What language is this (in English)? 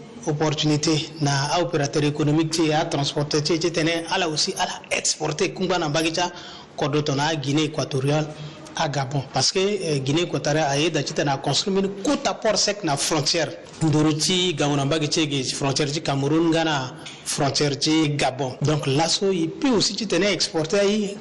Sango